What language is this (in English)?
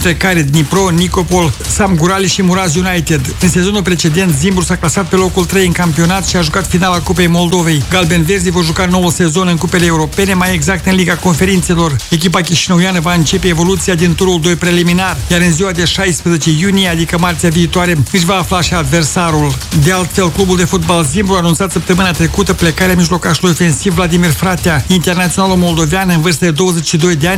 Romanian